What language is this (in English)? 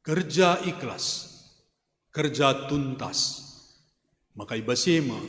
Batak Karo